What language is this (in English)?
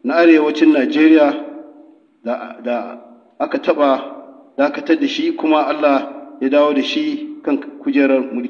Hausa